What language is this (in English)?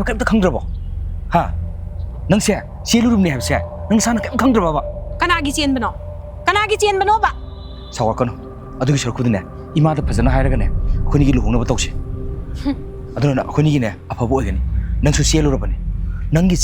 Manipuri